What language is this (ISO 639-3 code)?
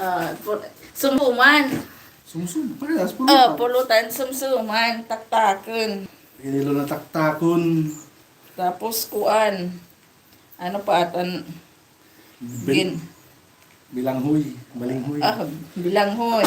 war